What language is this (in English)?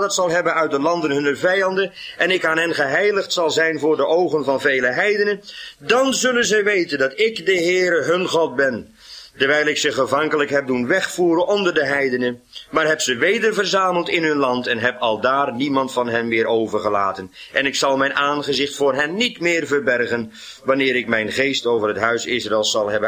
Dutch